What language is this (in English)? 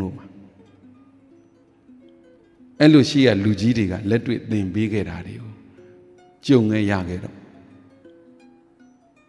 Burmese